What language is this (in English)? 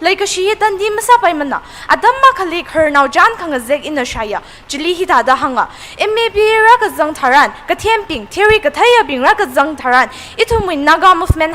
Tangkhul Naga (India)